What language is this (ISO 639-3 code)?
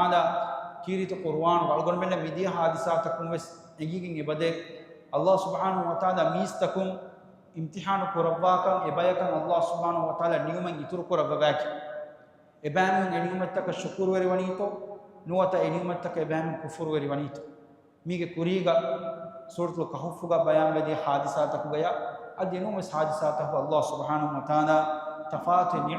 div